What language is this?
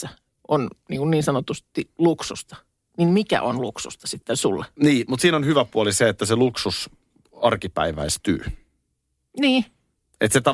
Finnish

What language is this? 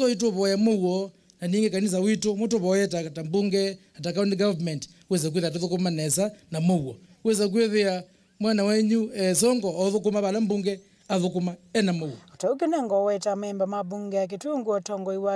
Kamba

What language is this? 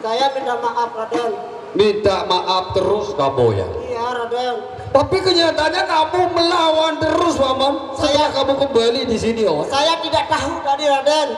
Sasak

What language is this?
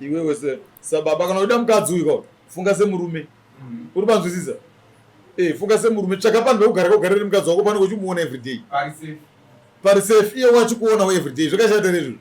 Shona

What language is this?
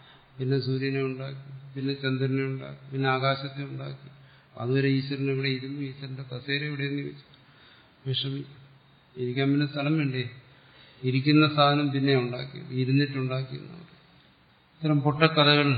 Malayalam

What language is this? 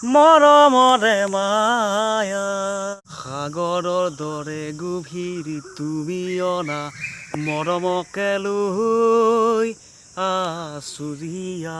Assamese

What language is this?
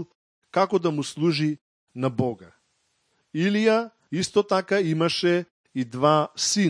Macedonian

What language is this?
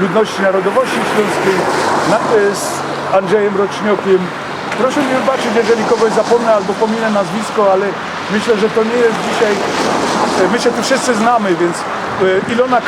Silesian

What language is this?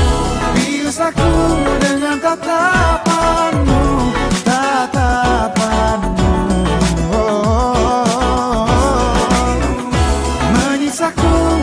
Indonesian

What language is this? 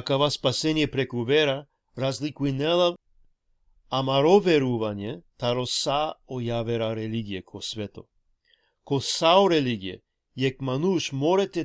Balkan Romani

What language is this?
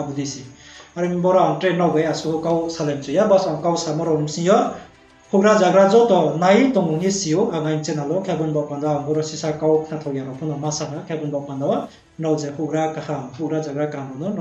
Riang (India)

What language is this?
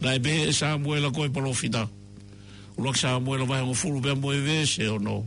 Tongan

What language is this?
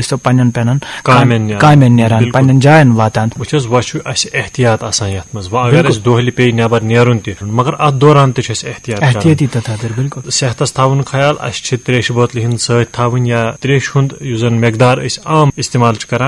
Kashmiri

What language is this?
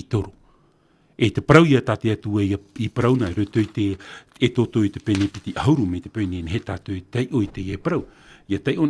Tahitian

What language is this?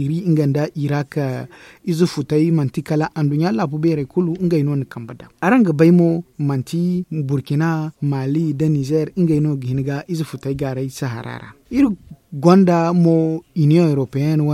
Zarma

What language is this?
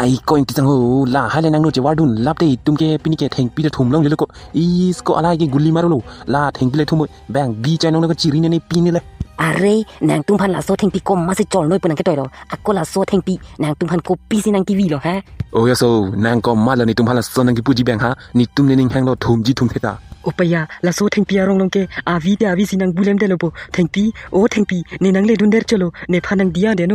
Karbi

